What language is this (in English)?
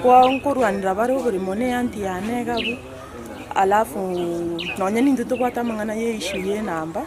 Gusii